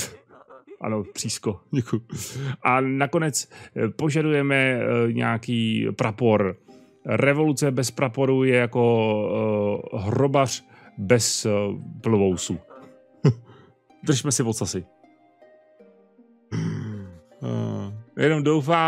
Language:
Czech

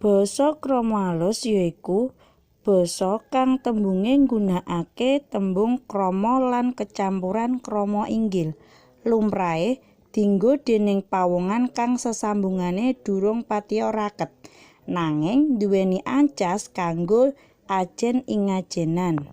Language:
Javanese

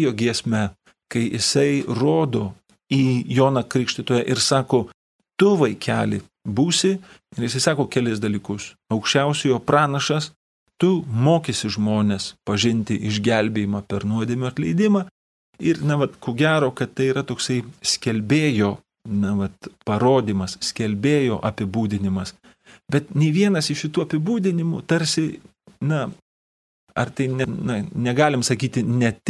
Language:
Lithuanian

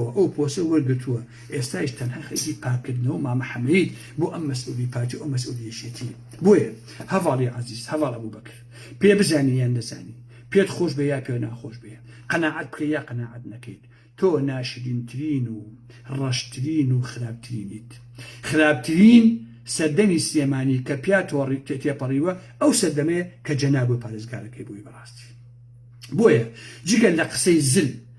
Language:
Central Kurdish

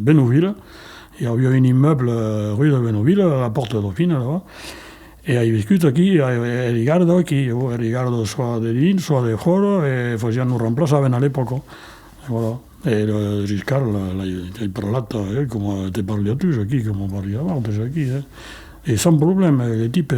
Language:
Occitan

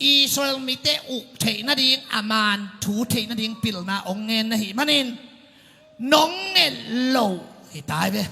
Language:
Tedim Chin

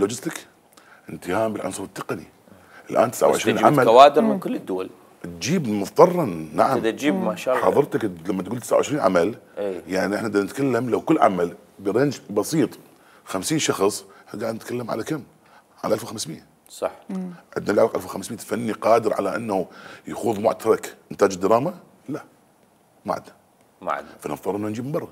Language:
Mesopotamian Arabic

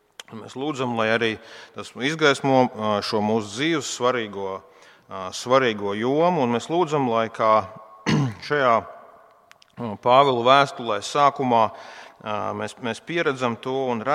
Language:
Latvian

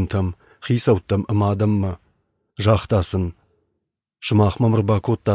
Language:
Ossetic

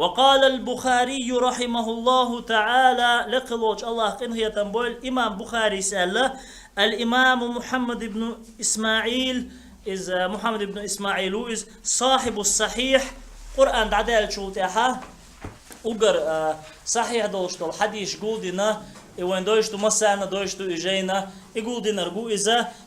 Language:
Chechen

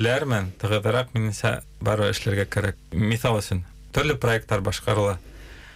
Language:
Bashkir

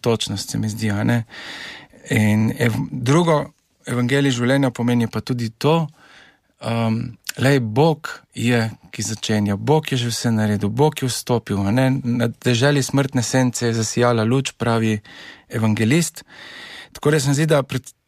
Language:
Slovenian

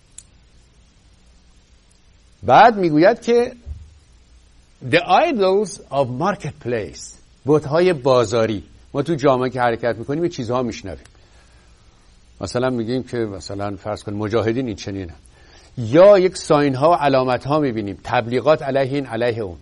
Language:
Persian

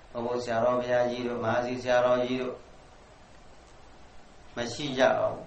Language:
Burmese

